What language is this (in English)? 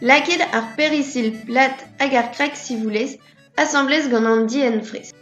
Breton